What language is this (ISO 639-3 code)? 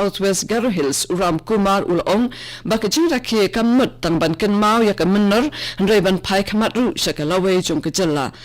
kha